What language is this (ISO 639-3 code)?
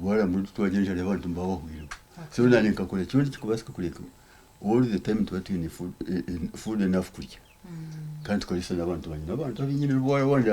nyn